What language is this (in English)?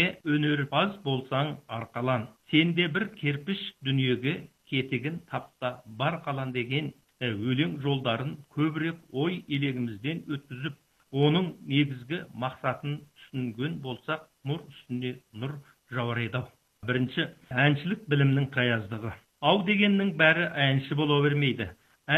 Kazakh